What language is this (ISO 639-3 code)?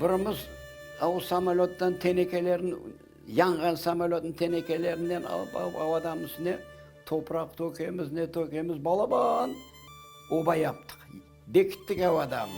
crh